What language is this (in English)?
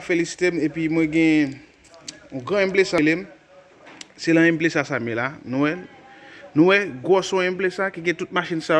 Haitian Creole